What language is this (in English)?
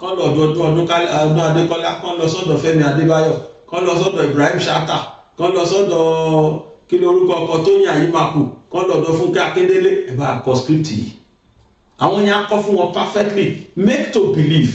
Yoruba